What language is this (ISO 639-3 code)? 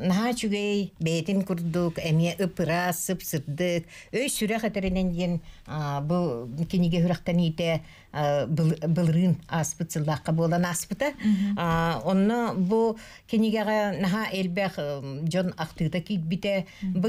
sah